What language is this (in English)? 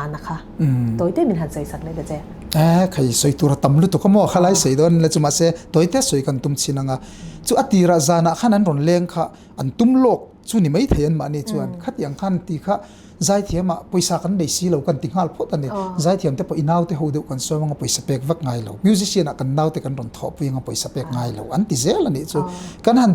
Mizo